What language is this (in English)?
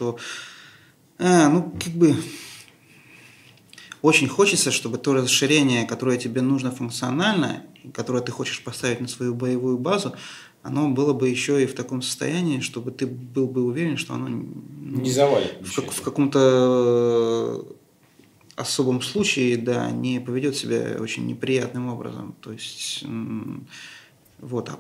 Russian